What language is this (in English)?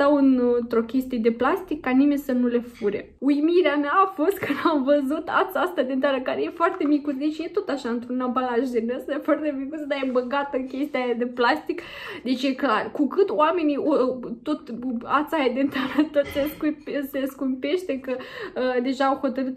Romanian